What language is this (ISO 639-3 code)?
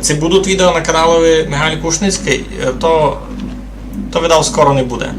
rue